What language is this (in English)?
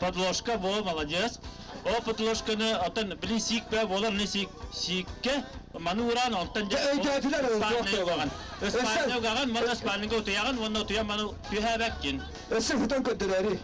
Yakut